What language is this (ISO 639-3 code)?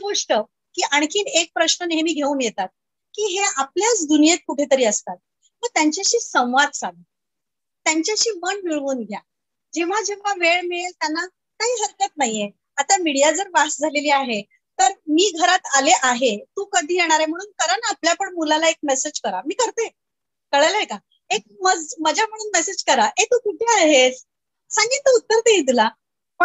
mar